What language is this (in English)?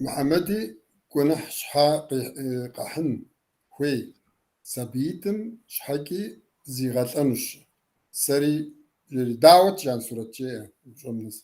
Kabardian